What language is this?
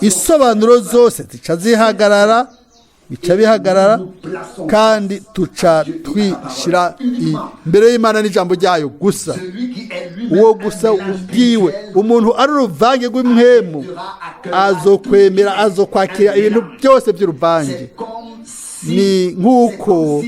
Rundi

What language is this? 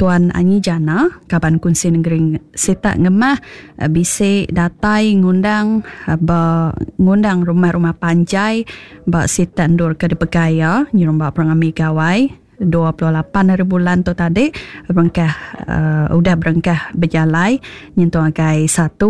Iban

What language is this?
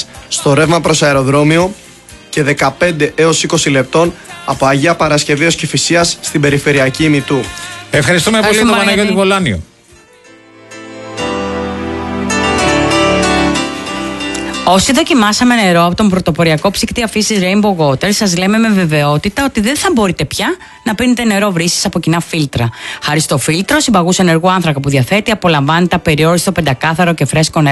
Greek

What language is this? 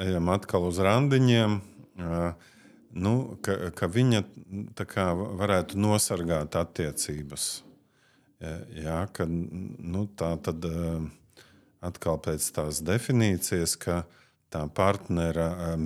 Latvian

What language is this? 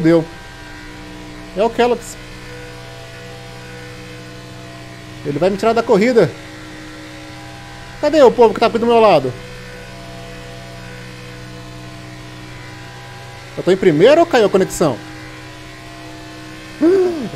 Portuguese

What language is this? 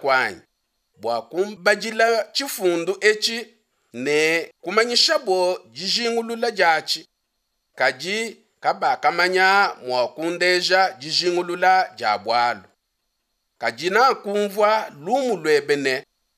Luba-Lulua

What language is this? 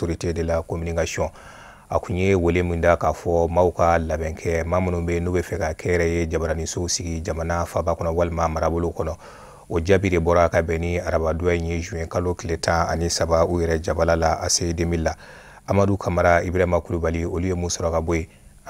Bambara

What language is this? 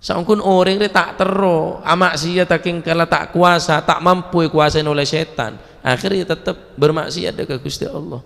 Madurese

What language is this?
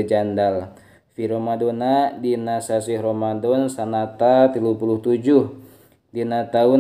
Sundanese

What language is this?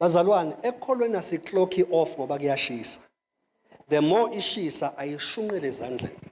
Zulu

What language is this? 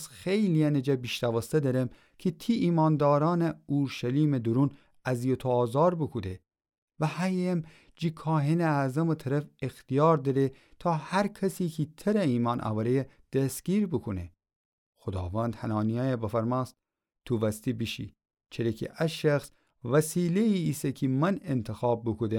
Gilaki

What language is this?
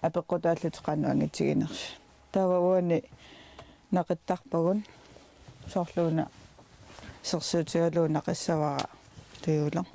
Kalaallisut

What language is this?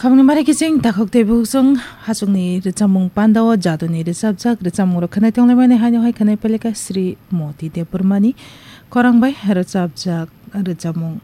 Kok Borok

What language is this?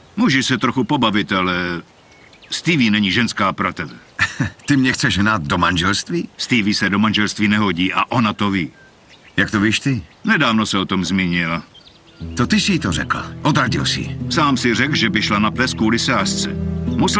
Czech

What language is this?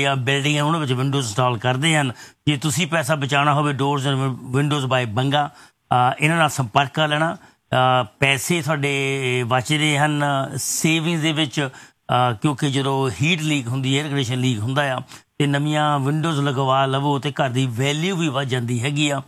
Punjabi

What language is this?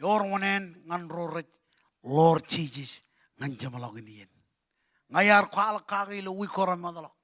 Marshallese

